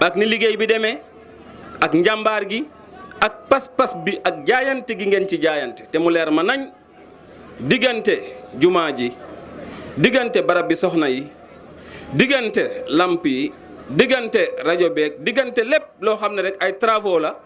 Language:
Wolof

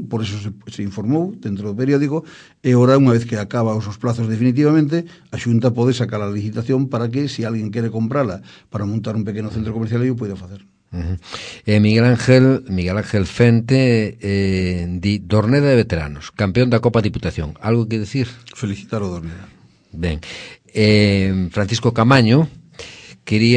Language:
Galician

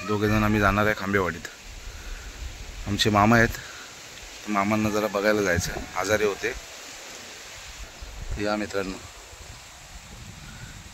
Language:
Marathi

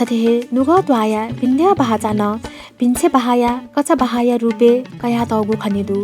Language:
Newari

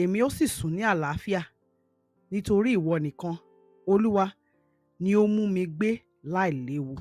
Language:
Yoruba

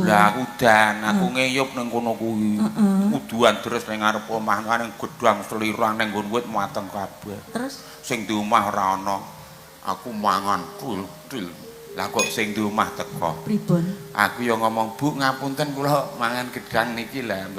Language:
Javanese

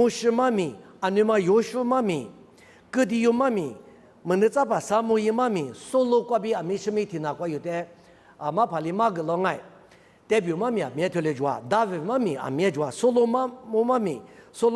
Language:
Lisu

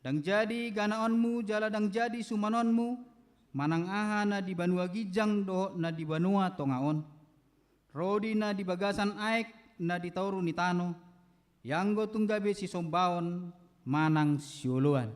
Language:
Batak Toba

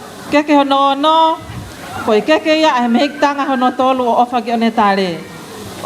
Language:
Tongan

